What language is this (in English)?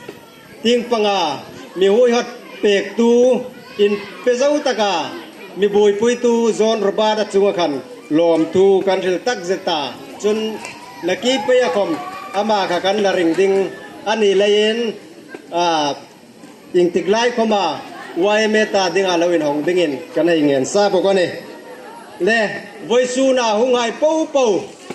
Hmar